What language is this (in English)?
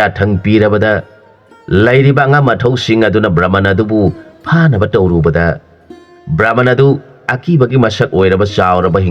Manipuri